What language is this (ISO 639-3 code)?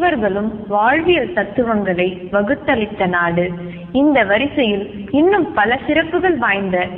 tam